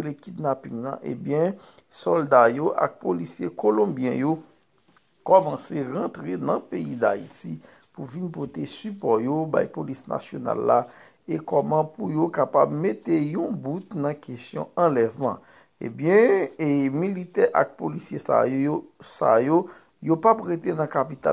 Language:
Haitian Creole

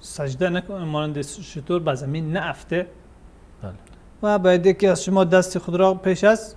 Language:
Persian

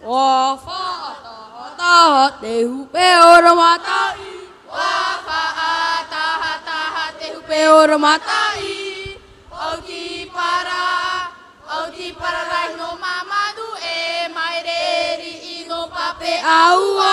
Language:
Tahitian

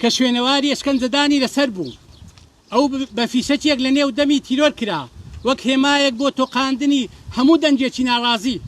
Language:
Central Kurdish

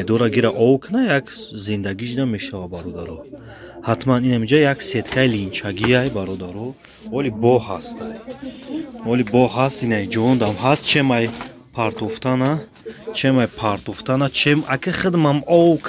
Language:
Tajik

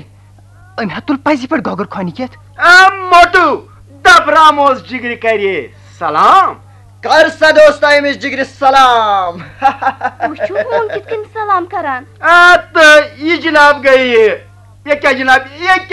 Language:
Kashmiri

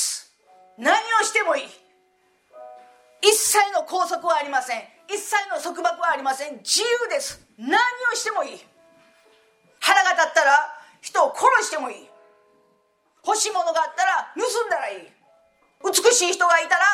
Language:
Japanese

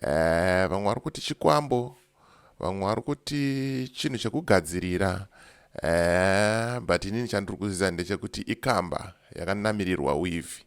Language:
Shona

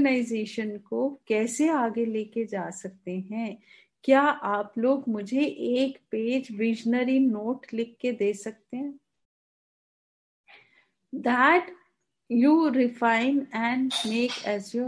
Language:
Hindi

